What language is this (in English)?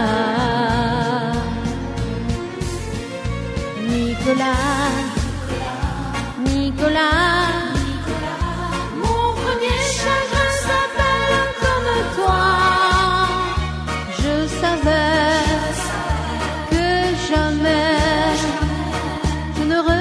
French